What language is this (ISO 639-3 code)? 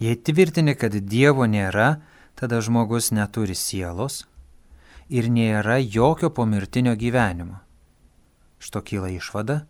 lit